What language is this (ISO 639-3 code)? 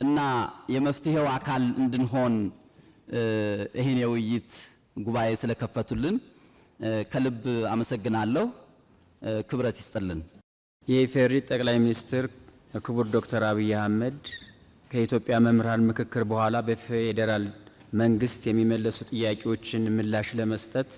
amh